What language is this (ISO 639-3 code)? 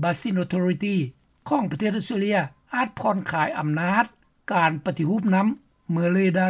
lao